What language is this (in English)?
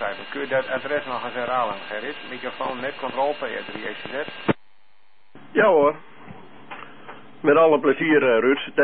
Dutch